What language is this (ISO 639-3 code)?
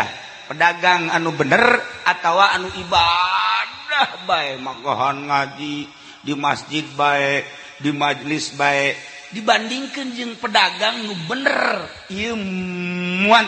sun